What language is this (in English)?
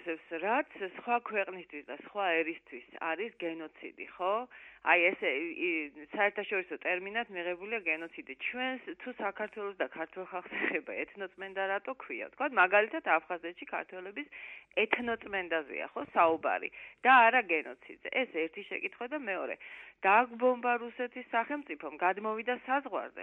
Georgian